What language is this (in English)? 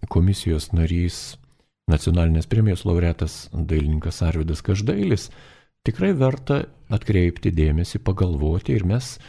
Lithuanian